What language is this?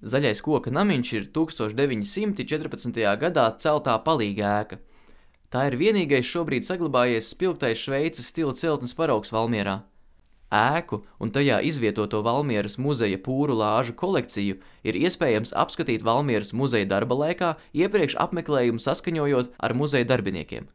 Latvian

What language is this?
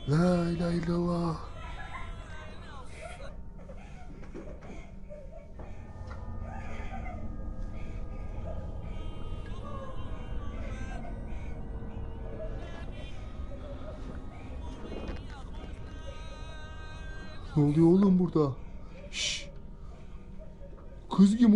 Turkish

